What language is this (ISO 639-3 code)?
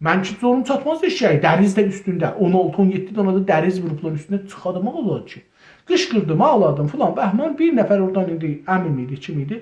azb